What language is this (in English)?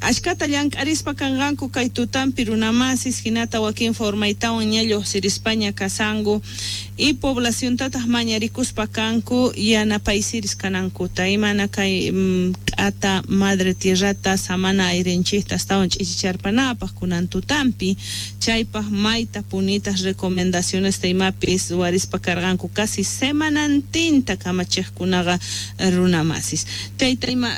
South Bolivian Quechua